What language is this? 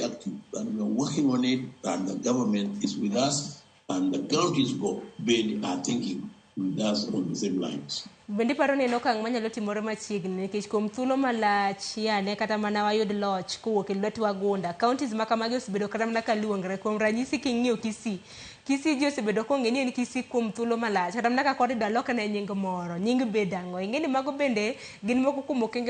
Luo (Kenya and Tanzania)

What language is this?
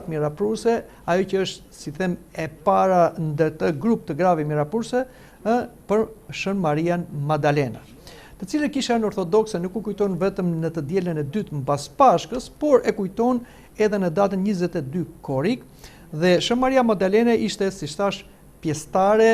Albanian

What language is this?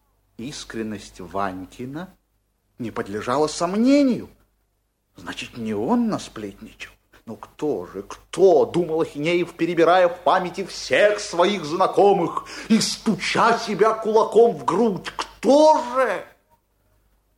Russian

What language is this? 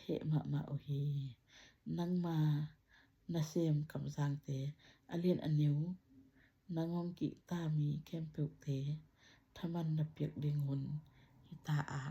Tedim Chin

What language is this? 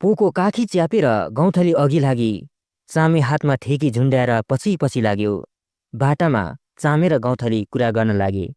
Nepali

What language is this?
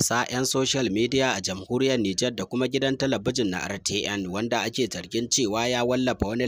Hausa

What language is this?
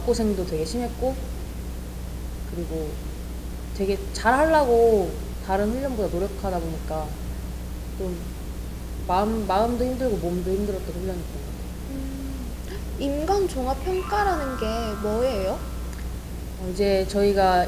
Korean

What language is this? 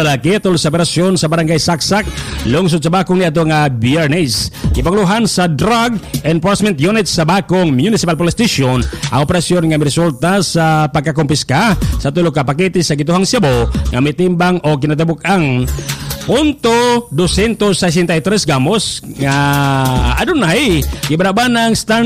Cebuano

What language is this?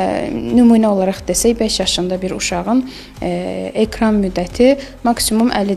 Azerbaijani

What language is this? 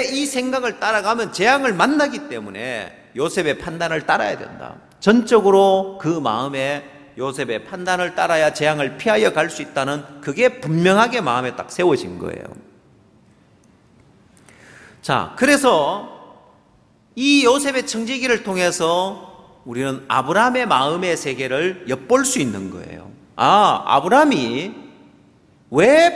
Korean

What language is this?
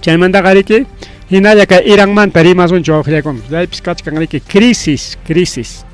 Ayacucho Quechua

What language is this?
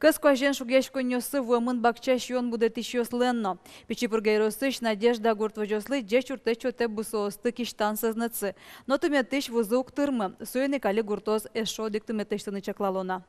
Udmurt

